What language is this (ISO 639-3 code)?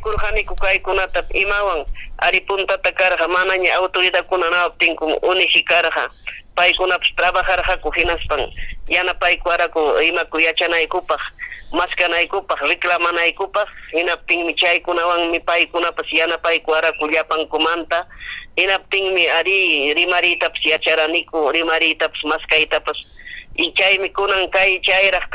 quy